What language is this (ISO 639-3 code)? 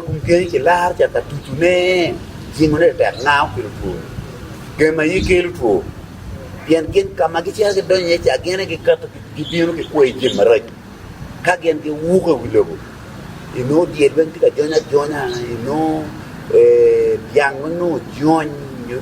ach